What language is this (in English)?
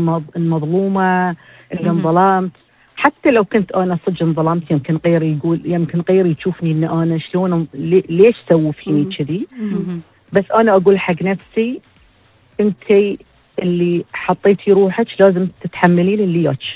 Gulf Arabic